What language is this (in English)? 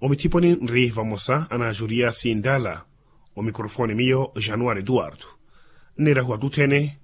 Makhuwa